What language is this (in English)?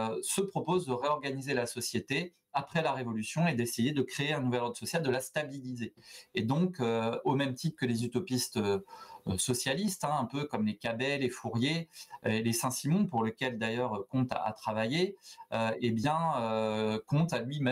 French